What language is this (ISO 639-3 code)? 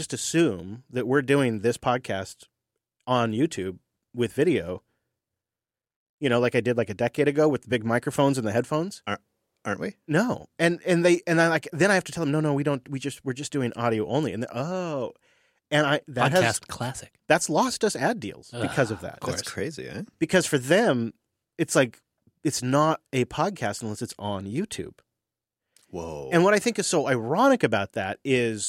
eng